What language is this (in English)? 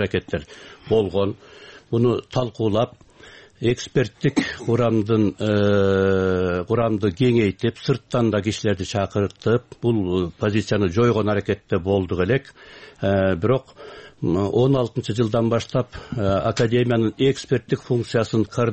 Kyrgyz